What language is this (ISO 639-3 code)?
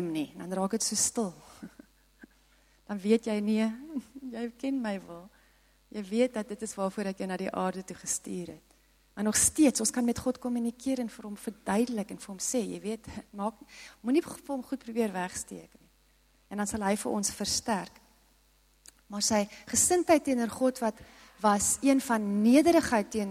afr